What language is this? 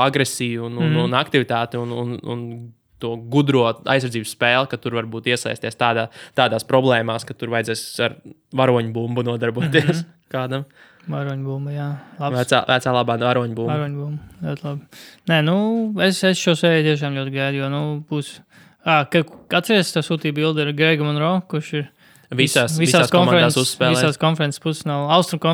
Latvian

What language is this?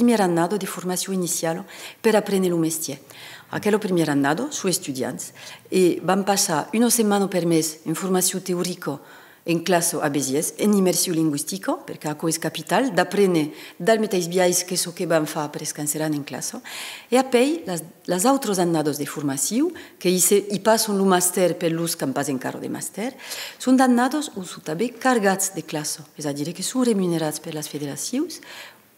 Occitan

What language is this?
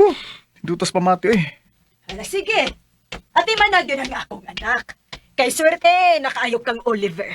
Cebuano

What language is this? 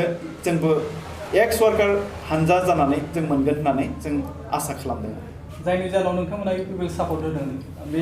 Bodo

